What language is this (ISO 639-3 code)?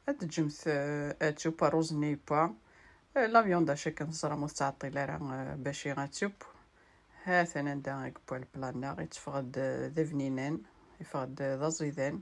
kab